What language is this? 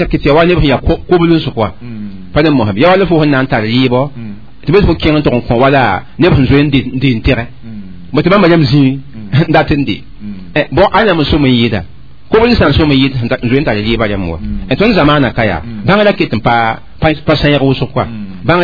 Mossi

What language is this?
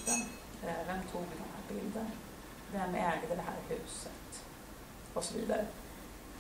Swedish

